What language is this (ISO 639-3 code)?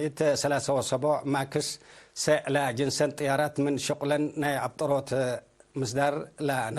tig